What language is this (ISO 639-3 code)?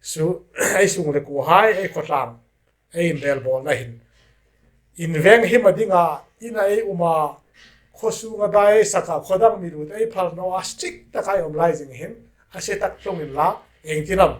hmr